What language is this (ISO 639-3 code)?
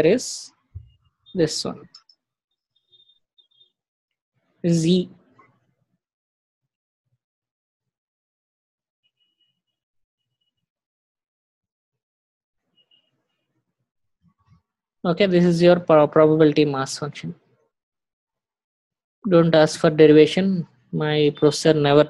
eng